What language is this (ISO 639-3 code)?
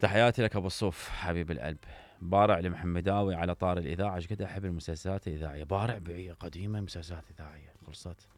acm